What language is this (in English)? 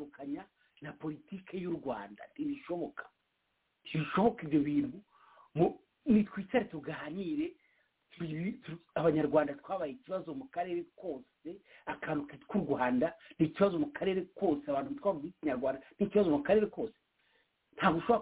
Kinyarwanda